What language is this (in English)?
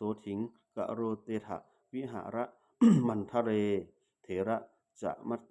Pali